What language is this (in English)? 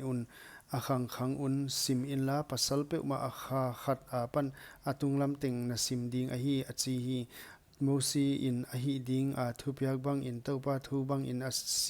Paite Chin